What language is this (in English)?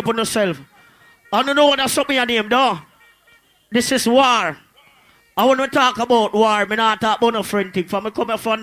Jamaican Creole English